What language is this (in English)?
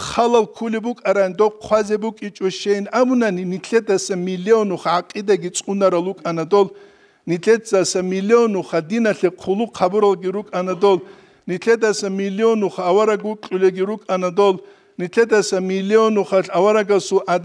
Avaric